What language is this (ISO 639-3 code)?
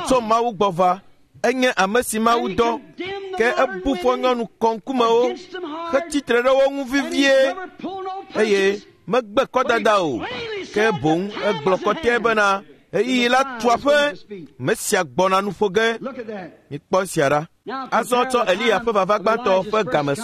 ewe